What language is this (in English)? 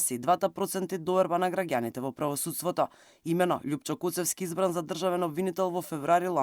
Macedonian